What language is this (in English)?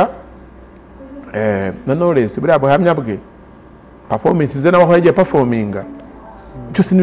Kinyarwanda